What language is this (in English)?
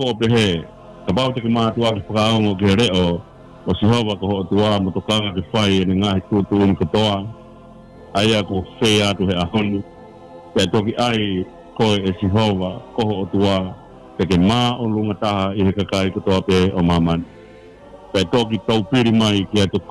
Tongan